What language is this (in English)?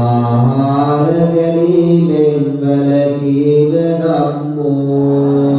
Sinhala